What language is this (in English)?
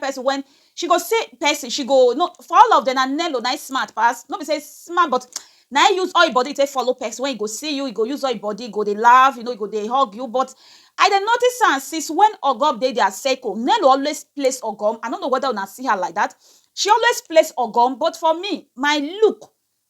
Nigerian Pidgin